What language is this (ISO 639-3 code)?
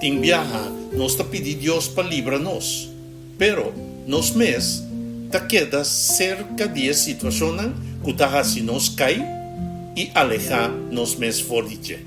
pap